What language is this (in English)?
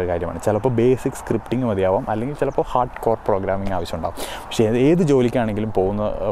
Malayalam